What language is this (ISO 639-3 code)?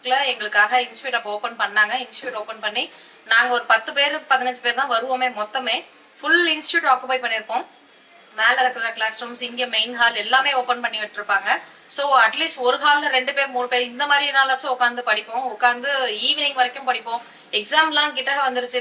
tam